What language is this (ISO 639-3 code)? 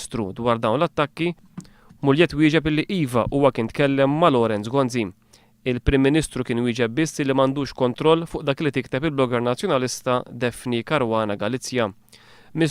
mlt